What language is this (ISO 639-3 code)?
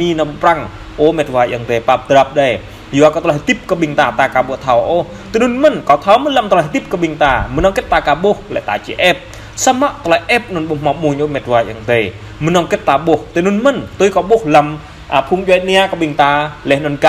jra